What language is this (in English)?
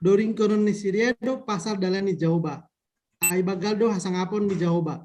Batak Simalungun